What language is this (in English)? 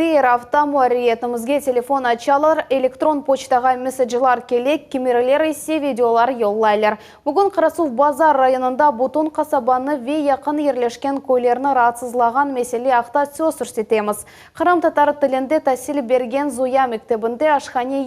Crimean Tatar